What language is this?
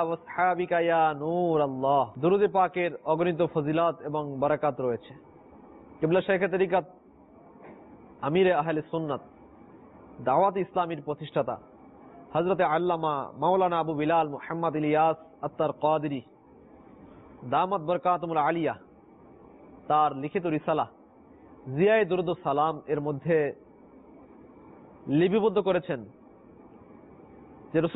Bangla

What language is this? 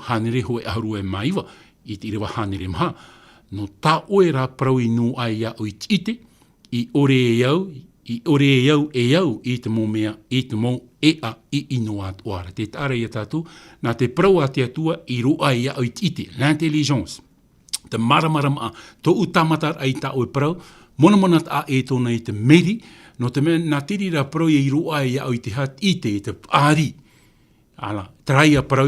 Tahitian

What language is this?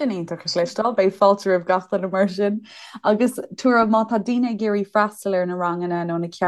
Irish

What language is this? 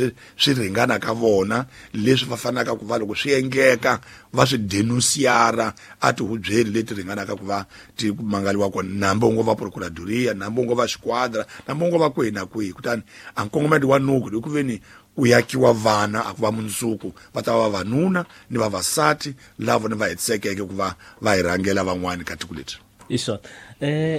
Tsonga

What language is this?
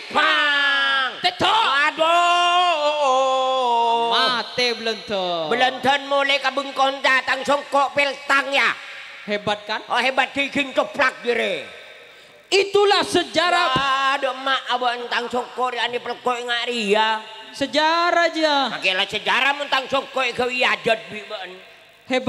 Madurese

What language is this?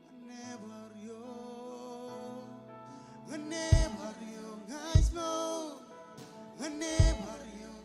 Marshallese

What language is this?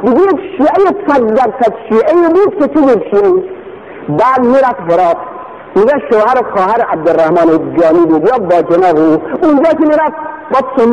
Persian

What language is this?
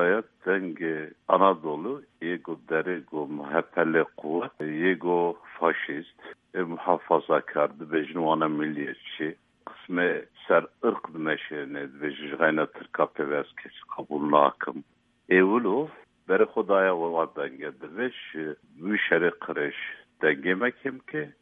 Kurdish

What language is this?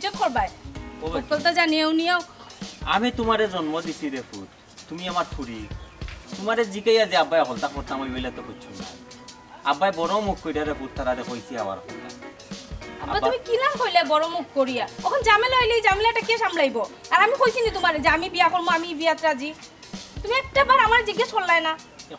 Sylheti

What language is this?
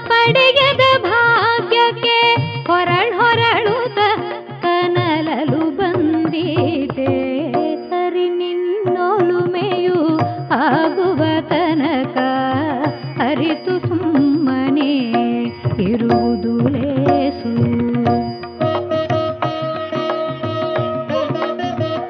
Kannada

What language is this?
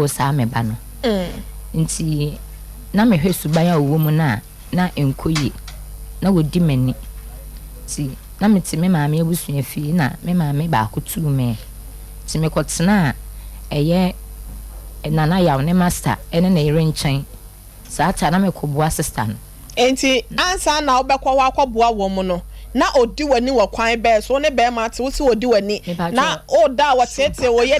Akan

